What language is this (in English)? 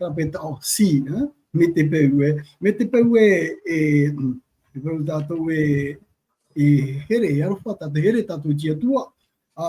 Tahitian